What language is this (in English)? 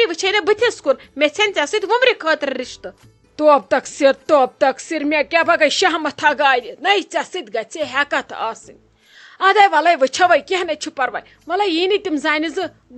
Kashmiri